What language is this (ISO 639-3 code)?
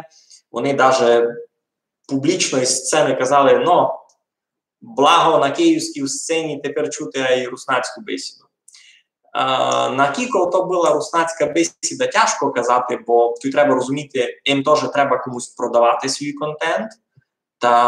rue